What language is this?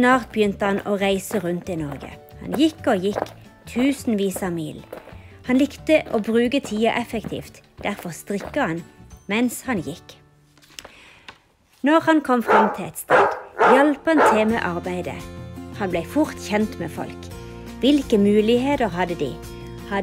Norwegian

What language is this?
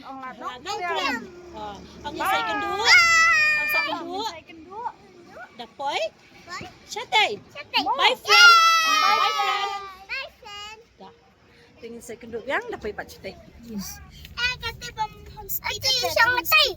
Khasi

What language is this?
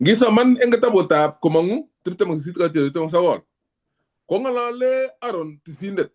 Kalenjin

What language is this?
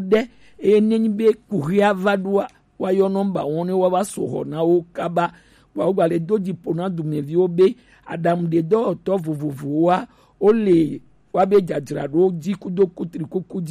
Gen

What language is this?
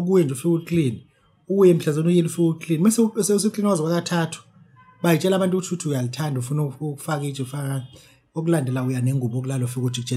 Zulu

